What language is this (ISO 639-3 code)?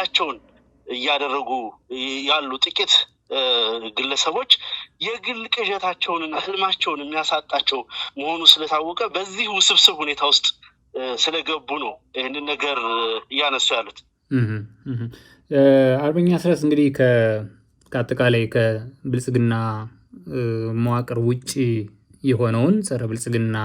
amh